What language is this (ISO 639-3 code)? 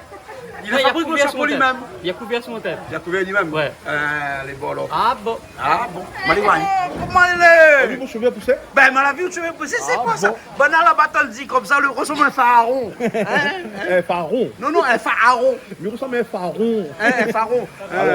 rcf